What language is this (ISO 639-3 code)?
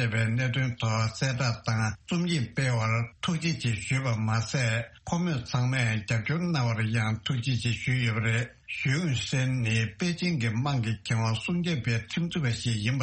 bod